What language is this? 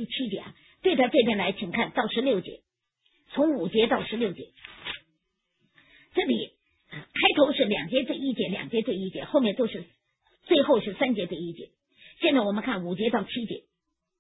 Chinese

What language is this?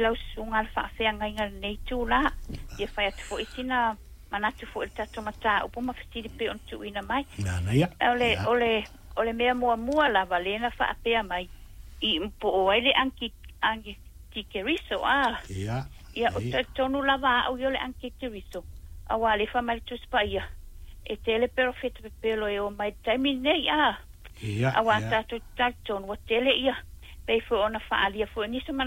Samoan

